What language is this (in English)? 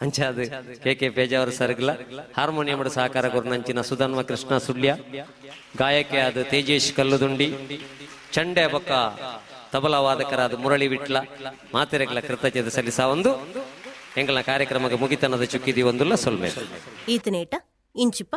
Tulu